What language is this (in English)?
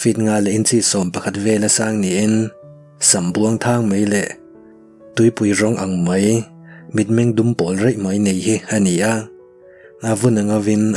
Mizo